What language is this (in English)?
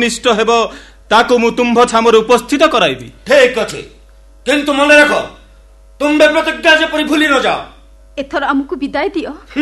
Odia